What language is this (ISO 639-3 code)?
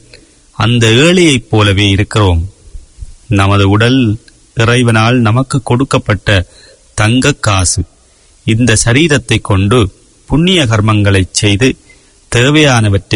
tam